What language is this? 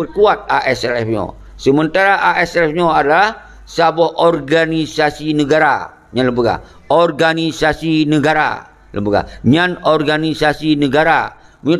Achinese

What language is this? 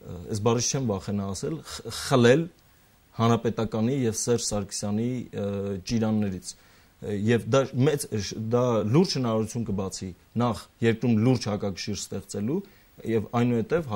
Armenian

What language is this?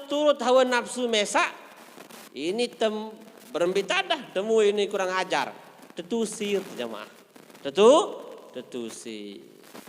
Sasak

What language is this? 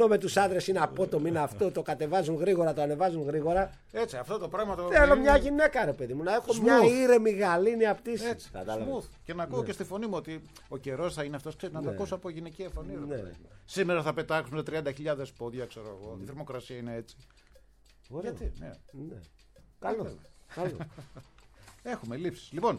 Greek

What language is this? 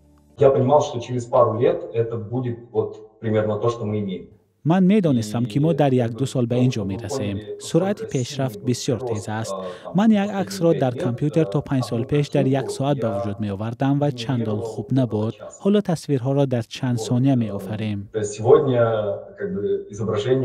Tajik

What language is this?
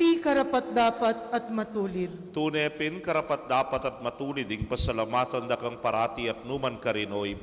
Pampanga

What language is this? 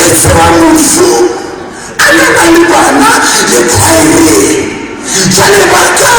Southern Sotho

